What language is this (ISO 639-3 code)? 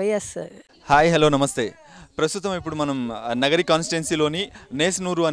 tel